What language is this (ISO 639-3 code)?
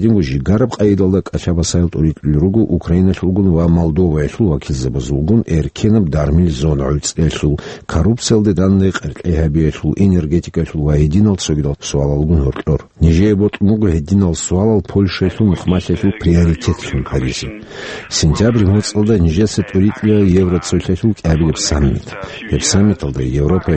ava